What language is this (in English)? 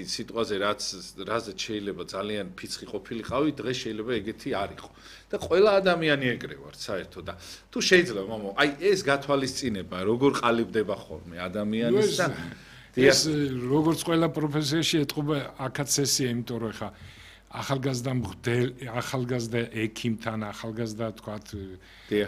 Georgian